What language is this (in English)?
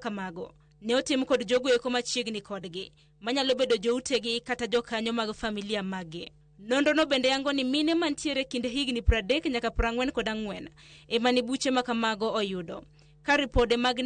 Luo (Kenya and Tanzania)